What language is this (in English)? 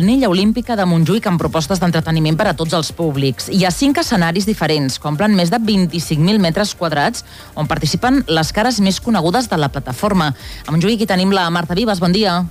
Catalan